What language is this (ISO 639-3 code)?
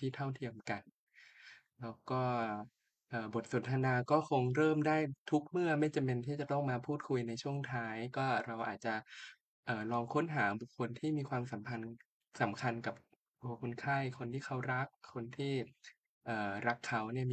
tha